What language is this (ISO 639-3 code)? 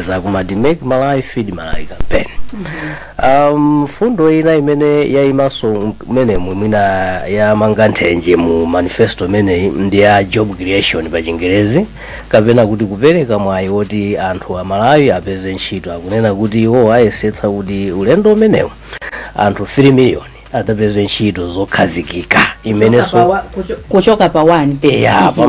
nya